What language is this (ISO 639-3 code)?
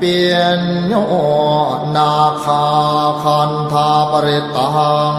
pli